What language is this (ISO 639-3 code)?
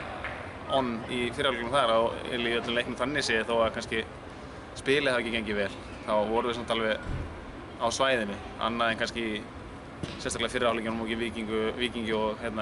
isl